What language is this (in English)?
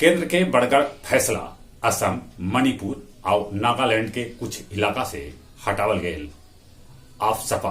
Magahi